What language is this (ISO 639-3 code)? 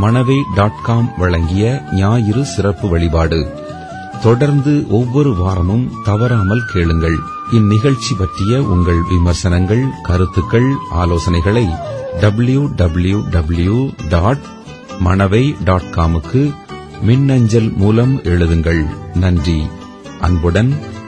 tam